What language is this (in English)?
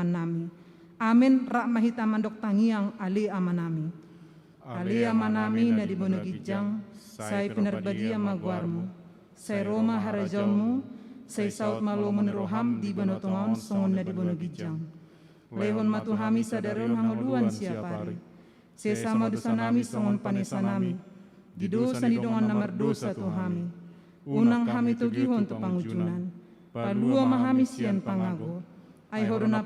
Batak Toba